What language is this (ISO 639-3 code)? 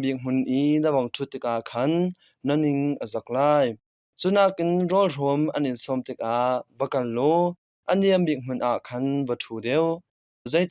cnh